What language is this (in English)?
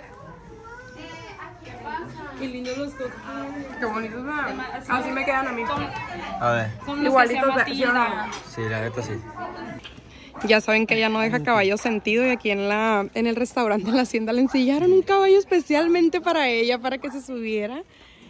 Spanish